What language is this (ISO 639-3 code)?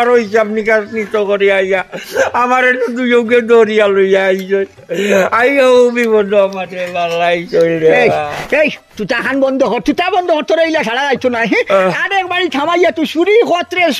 syl